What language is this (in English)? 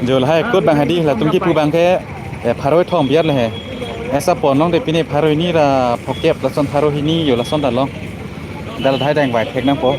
Karbi